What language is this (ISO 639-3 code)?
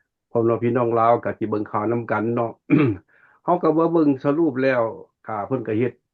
lao